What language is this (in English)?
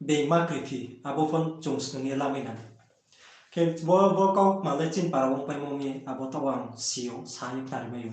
Riang (India)